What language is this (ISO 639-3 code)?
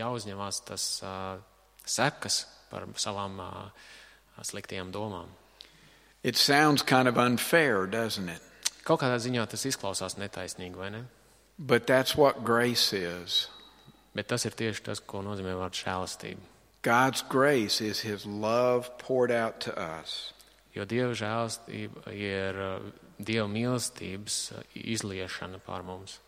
lav